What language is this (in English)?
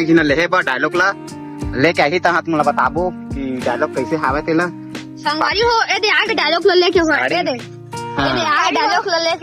Chhattisgarhi